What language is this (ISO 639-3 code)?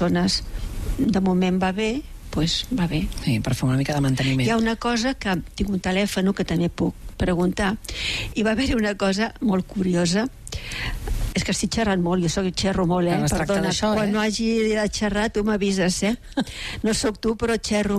cat